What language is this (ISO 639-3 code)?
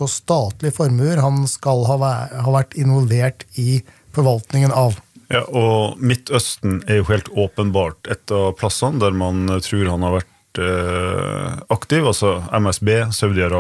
nor